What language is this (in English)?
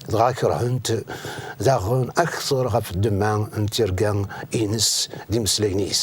Kabyle